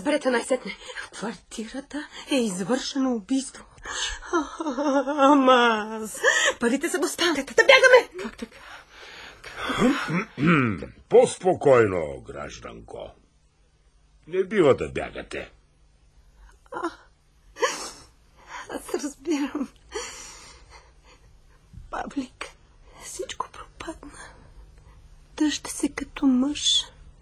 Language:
Bulgarian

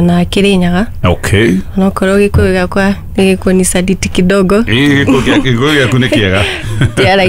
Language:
Kikuyu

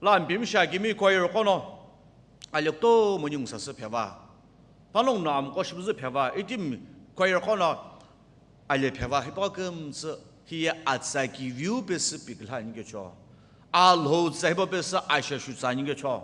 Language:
Sumi Naga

